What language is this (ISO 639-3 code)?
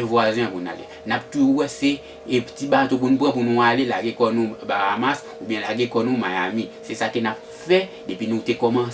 hat